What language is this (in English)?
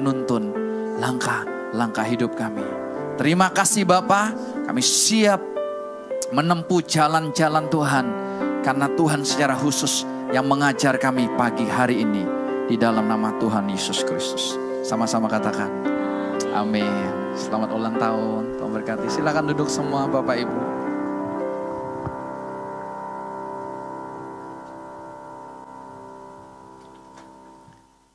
Indonesian